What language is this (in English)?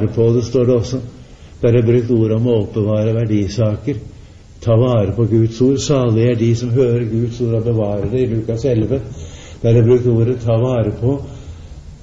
Norwegian